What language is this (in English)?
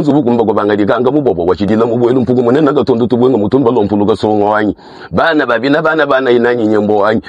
Luba-Lulua